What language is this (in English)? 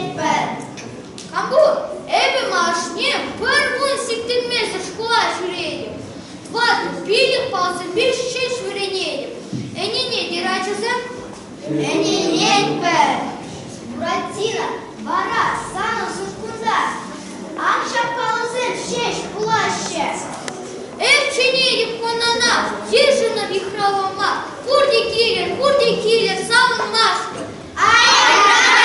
Chuvash